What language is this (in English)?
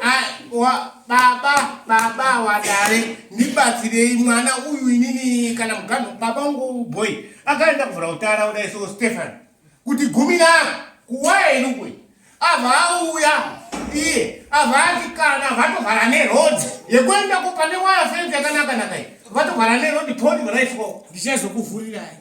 Shona